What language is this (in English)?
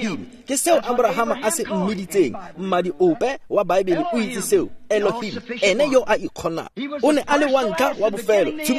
Tswana